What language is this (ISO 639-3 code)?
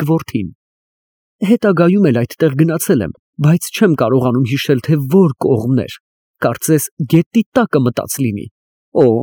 hye